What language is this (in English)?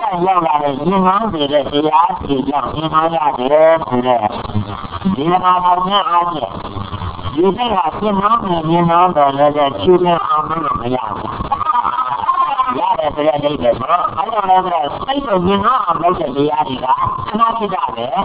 Burmese